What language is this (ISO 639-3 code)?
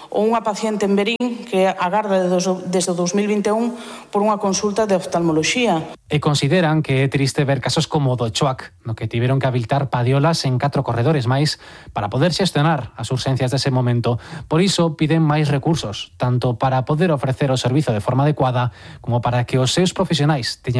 glg